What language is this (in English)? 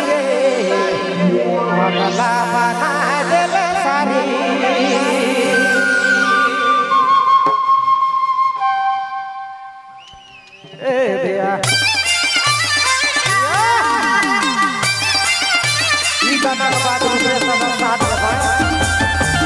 Sadri